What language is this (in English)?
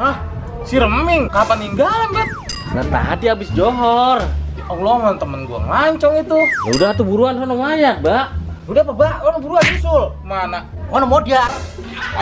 Betawi